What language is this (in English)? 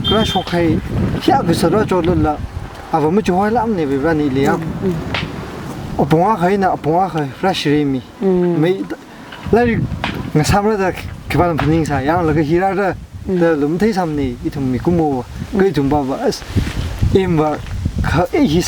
Tangkhul Naga (India)